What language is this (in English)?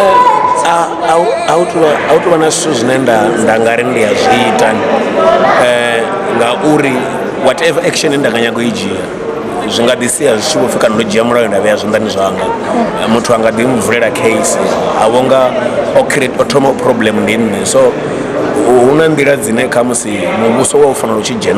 Venda